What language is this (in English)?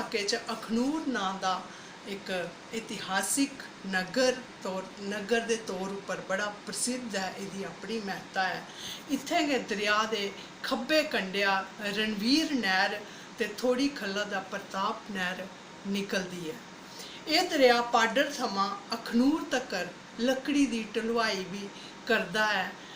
Dogri